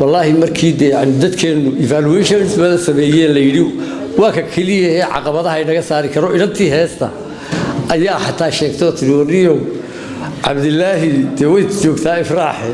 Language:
Somali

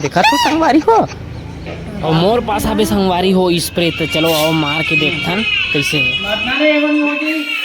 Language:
Chhattisgarhi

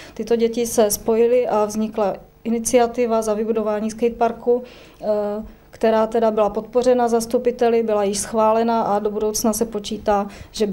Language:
Czech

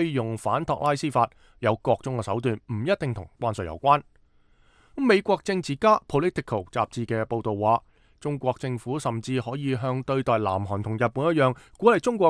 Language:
Cantonese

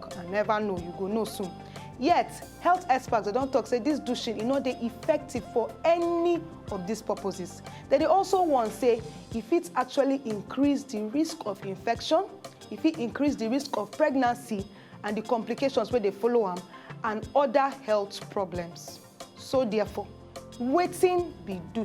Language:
Nigerian Pidgin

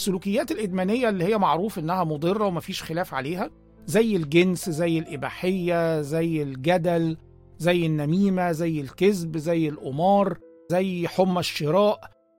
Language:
Egyptian Arabic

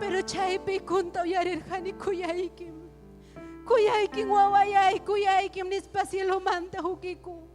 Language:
Ayacucho Quechua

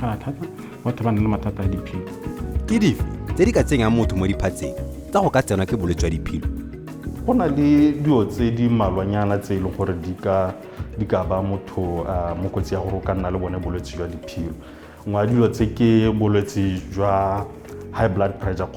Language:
Tswana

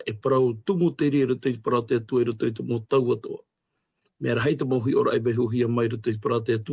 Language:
Tahitian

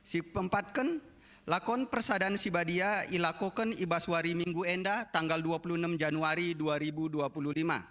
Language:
Batak Karo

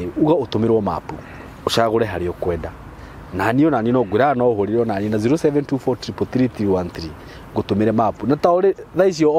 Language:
Kikuyu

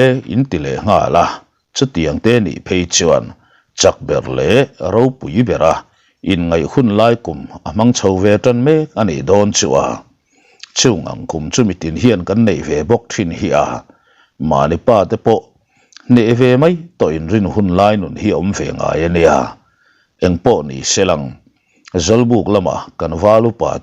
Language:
Mizo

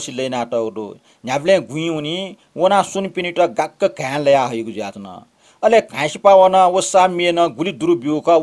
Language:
Newari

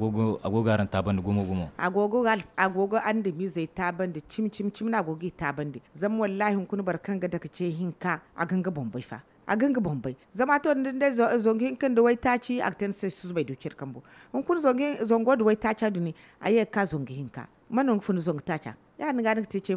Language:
Zarma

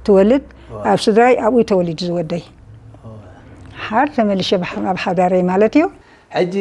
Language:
Tigrinya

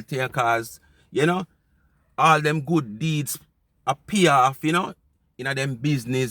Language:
Jamaican Creole English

